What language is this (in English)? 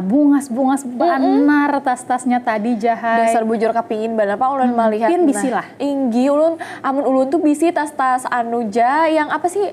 Banjar